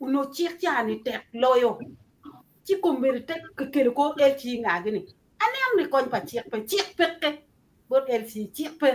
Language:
Acoli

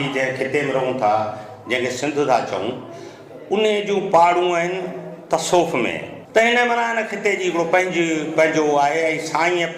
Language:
Sindhi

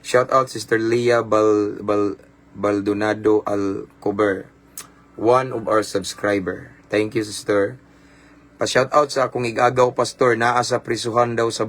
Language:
Cebuano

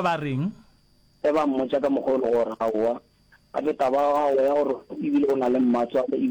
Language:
Northern Sotho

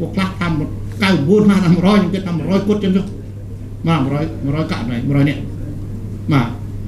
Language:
Khmer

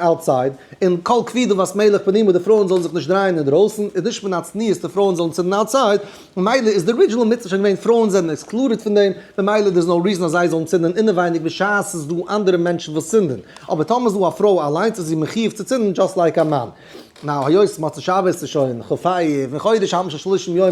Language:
Yiddish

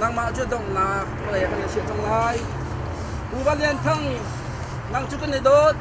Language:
Hakha Chin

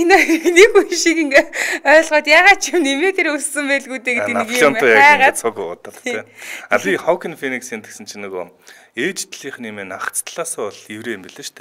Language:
Mongolian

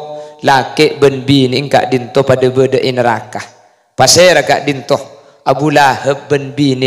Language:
Madurese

